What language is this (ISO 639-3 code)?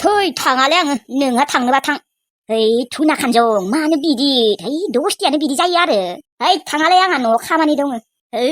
brx